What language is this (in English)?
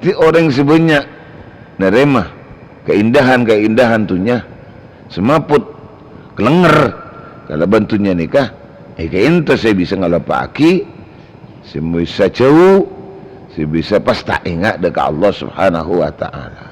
Madurese